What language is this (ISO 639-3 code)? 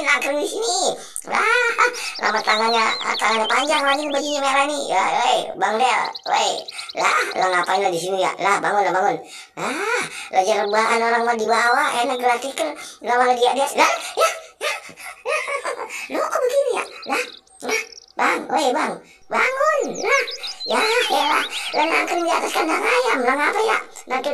bew